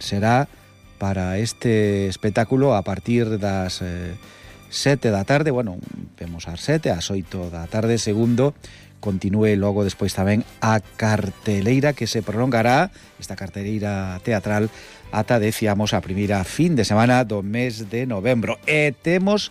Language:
Galician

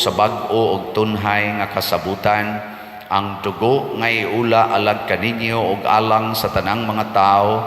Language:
Cebuano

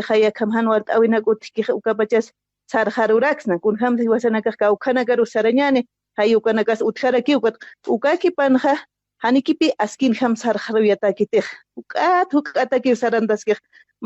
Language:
Aymara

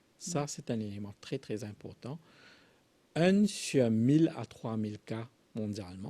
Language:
Morisyen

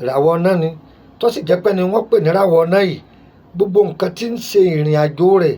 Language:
Yoruba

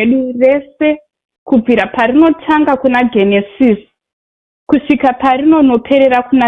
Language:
Shona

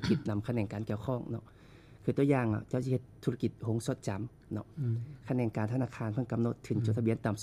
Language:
Lao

